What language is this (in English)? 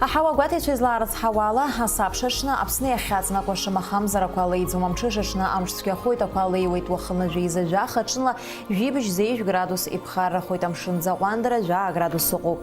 Abkhazian